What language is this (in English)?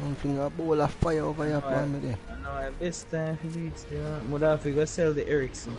Jamaican Creole English